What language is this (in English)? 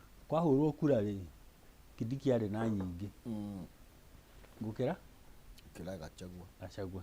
Kikuyu